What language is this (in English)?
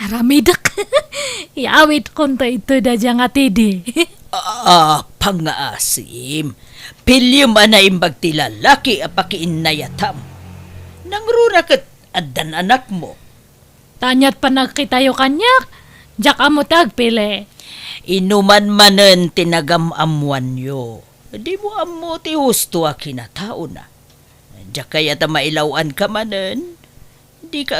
Iloko